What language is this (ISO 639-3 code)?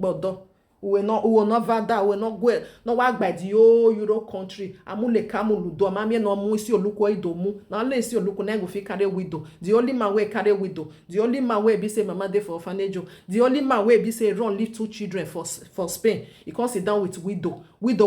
pcm